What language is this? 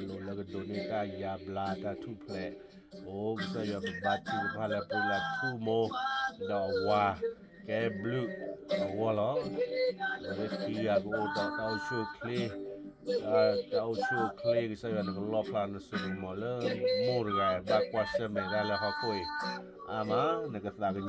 S'gaw Karen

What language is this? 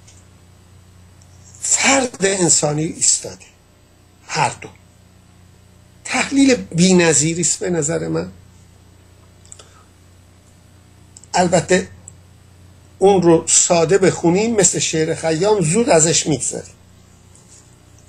Persian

